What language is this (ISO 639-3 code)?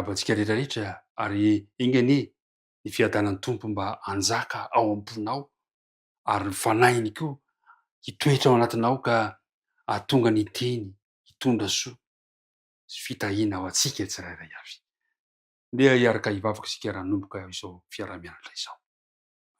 mlg